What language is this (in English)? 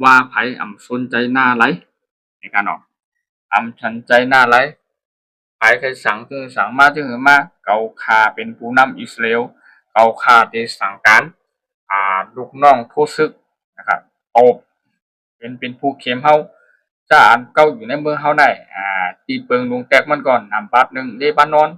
Shan